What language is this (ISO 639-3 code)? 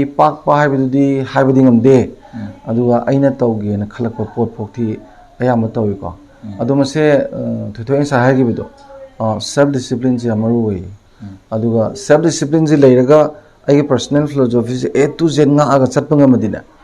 mni